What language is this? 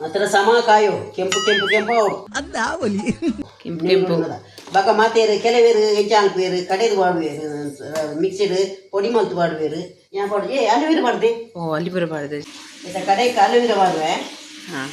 Tulu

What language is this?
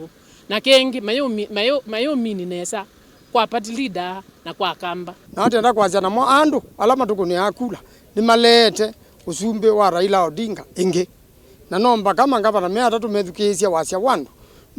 Kamba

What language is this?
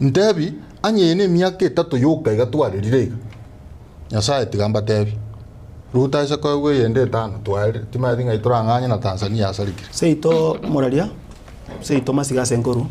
Gusii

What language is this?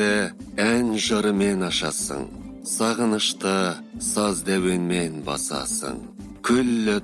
Kazakh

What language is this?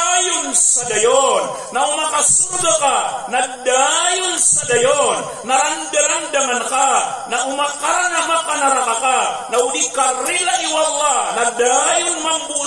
Maranao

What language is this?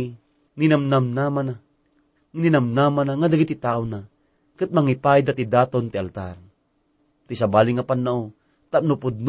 Iloko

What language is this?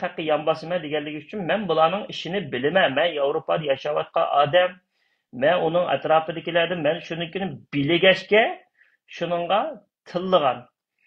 Uyghur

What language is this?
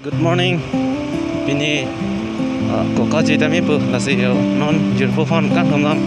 Karbi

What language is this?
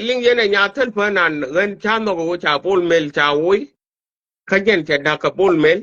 Nuer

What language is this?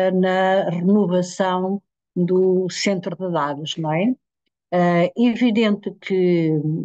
Portuguese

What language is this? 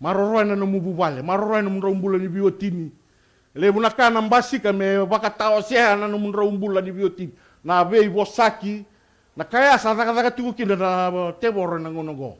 Fijian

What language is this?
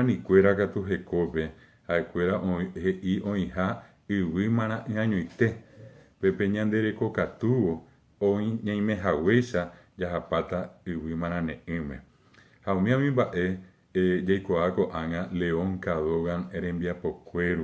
Guarani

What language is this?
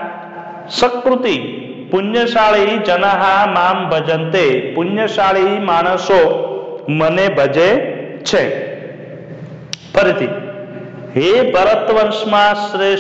Gujarati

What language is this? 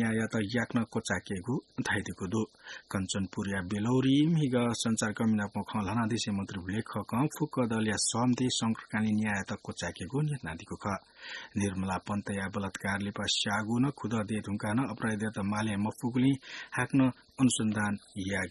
Newari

